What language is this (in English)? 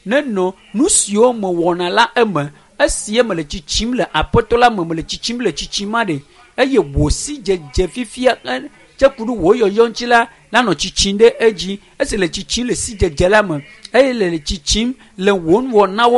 Ewe